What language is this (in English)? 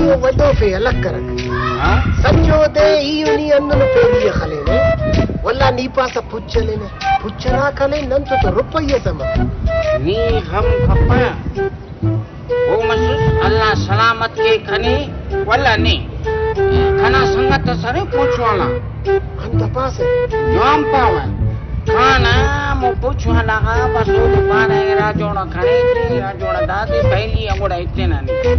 Brahui